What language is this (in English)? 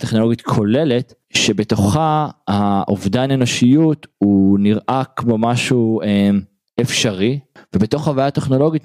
Hebrew